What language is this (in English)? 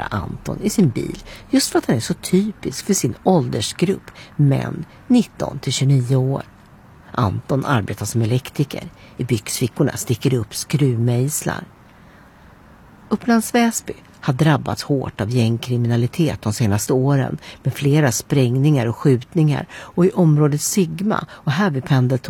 Swedish